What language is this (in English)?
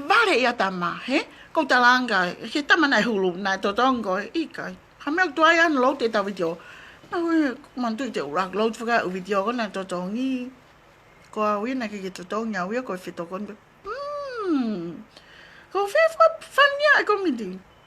Tongan